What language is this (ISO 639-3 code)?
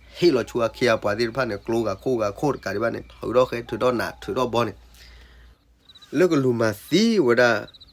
ksw